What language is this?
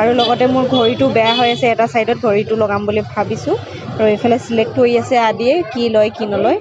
Assamese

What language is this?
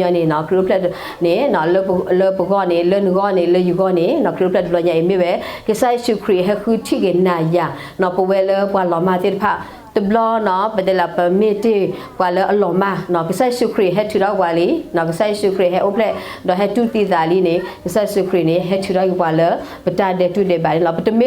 S'gaw Karen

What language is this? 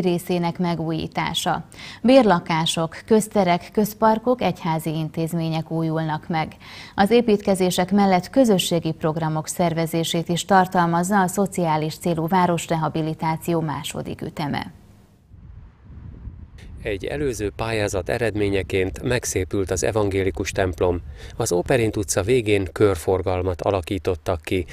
Hungarian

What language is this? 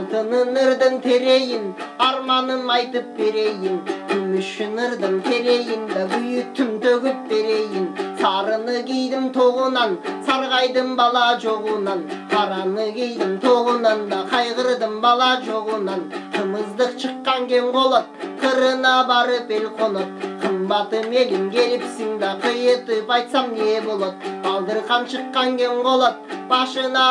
Kyrgyz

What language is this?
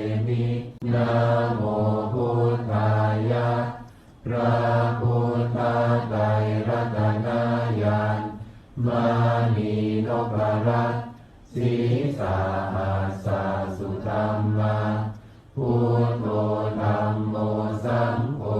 Pali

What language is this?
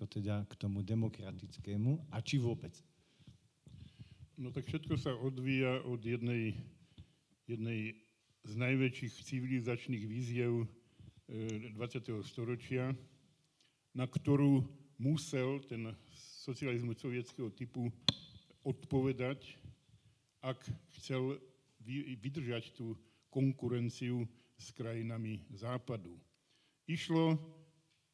Slovak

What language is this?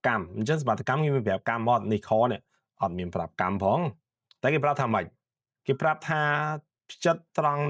Khmer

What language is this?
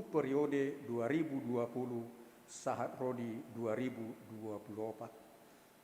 Batak Toba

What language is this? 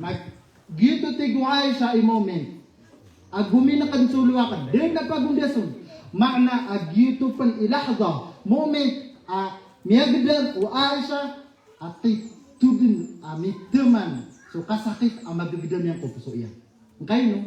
Maranao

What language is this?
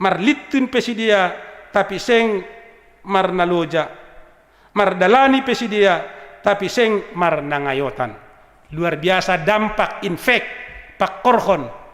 Batak Simalungun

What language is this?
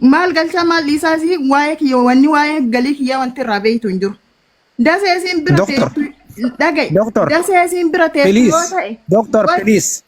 Oromo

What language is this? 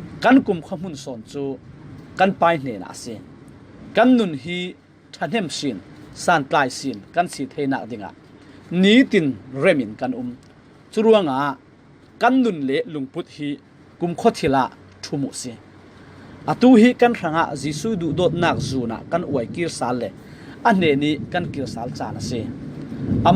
Falam Chin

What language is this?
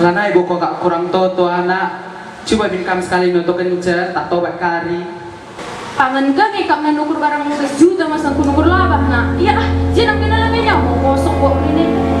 Batak Karo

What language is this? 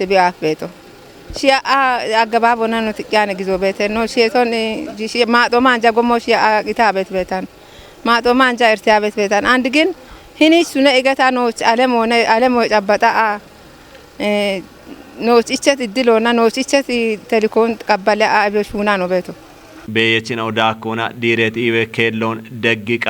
Kafa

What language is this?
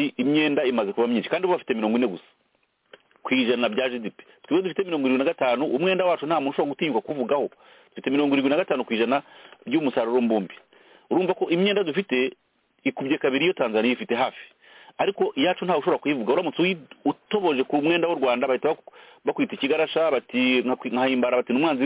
Kinyarwanda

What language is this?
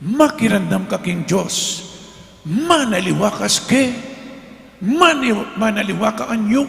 Pampanga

